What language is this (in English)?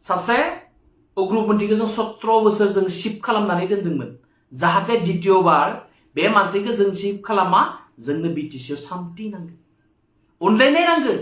Bodo